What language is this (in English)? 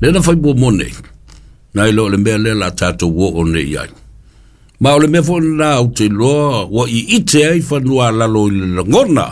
Samoan